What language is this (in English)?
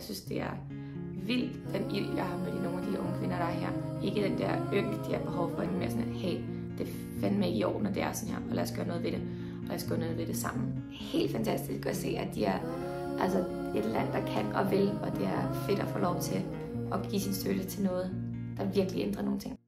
Danish